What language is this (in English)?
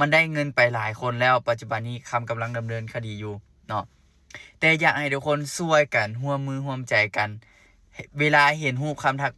Lao